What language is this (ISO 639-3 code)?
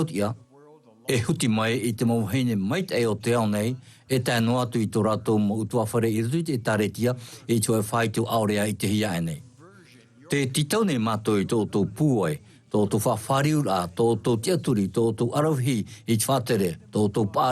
tah